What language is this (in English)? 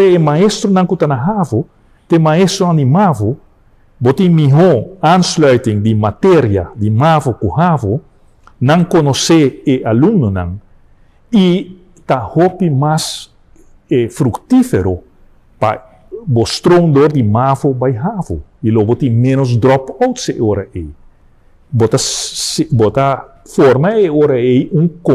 Papiamento